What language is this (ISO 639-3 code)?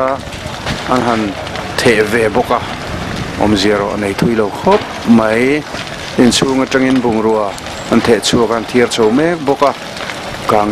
lus